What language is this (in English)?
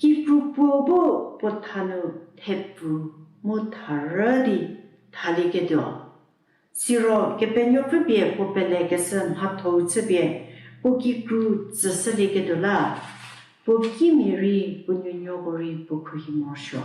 Angami Naga